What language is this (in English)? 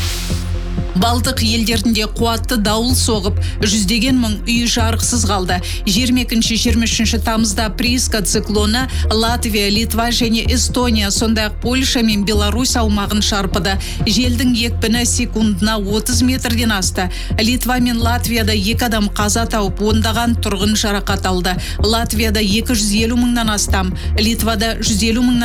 Kazakh